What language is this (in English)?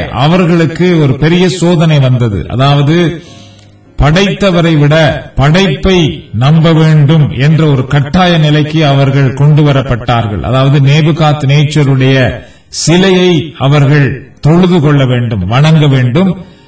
Tamil